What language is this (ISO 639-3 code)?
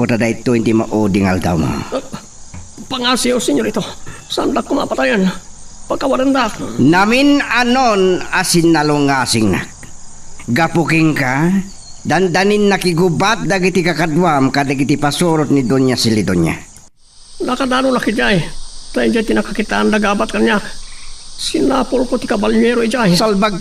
ilo